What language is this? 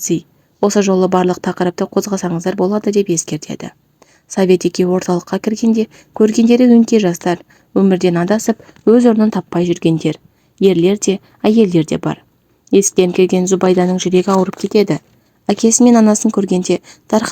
Kazakh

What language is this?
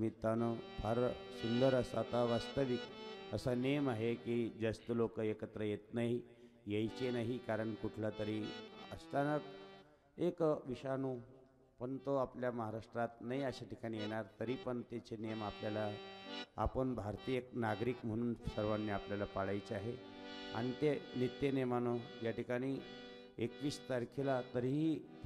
Marathi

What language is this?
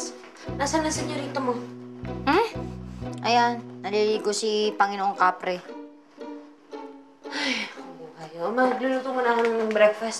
Filipino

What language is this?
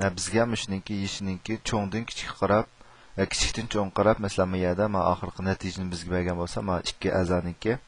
Uyghur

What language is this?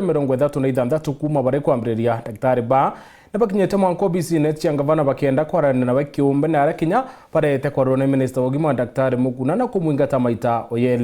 Meru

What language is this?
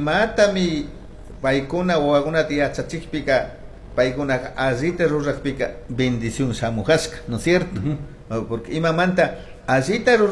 Chimborazo Highland Quichua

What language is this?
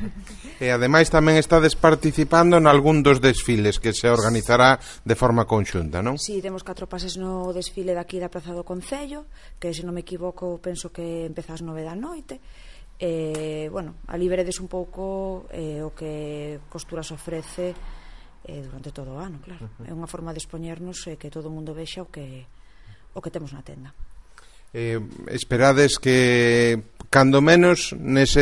Galician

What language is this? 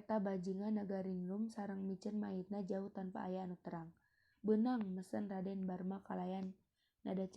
Sundanese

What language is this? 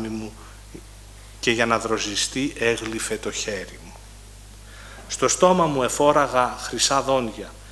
Greek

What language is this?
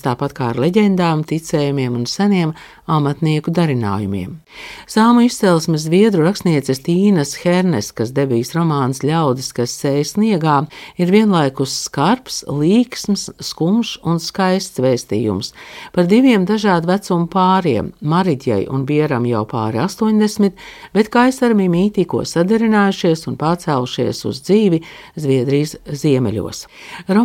Latvian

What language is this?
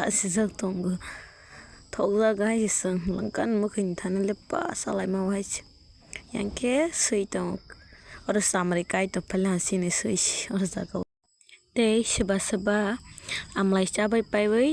Kok Borok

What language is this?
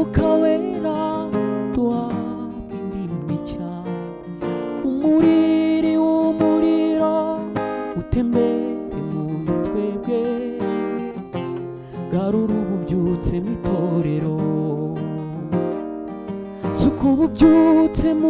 Kinyarwanda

